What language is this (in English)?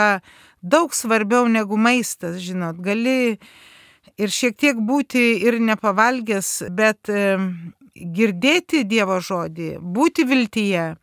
Lithuanian